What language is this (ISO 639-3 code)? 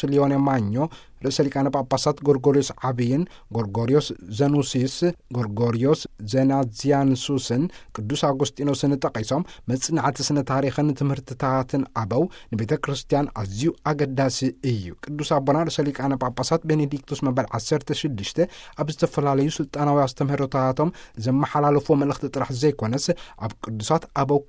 tir